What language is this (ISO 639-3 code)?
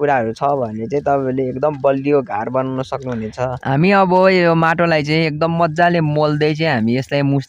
nep